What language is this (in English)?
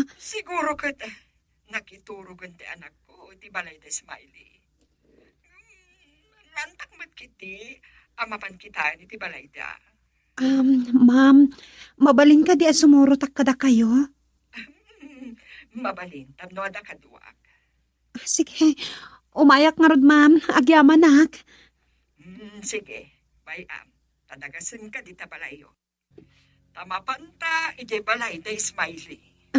Iloko